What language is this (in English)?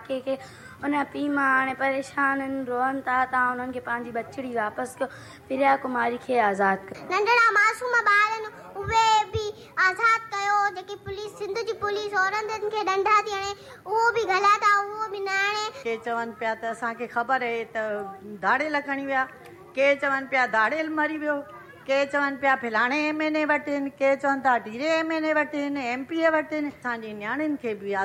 Sindhi